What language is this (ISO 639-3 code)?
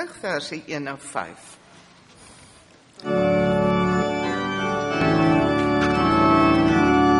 afr